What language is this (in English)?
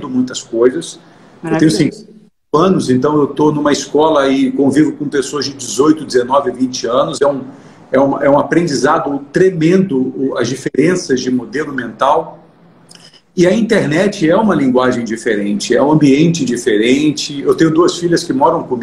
Portuguese